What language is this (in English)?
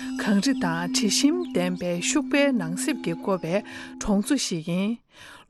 Tibetan